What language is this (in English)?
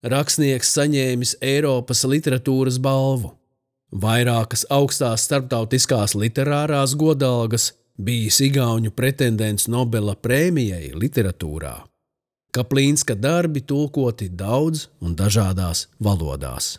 Latvian